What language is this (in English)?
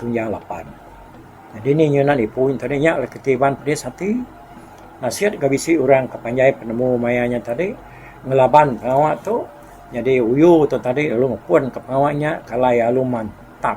Iban